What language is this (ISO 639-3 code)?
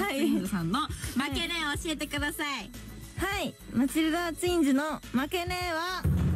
jpn